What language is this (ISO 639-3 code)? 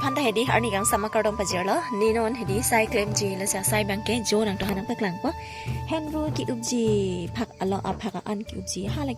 mjw